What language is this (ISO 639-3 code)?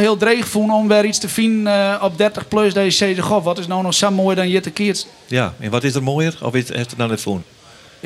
fry